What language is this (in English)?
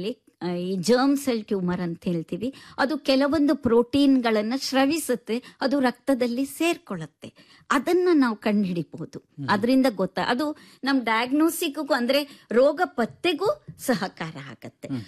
Kannada